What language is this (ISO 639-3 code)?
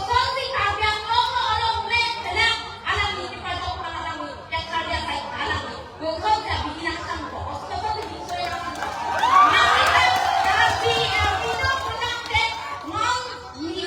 mjw